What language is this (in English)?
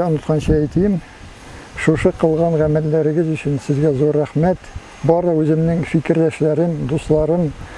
Tatar